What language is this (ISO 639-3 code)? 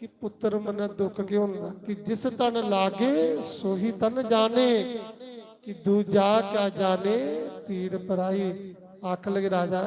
doi